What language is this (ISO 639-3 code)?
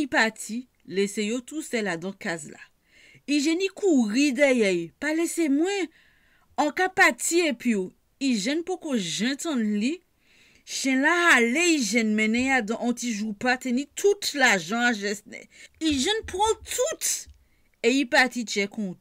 gcf